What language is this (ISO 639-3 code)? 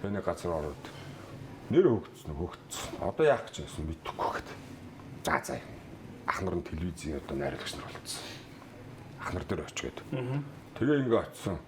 mon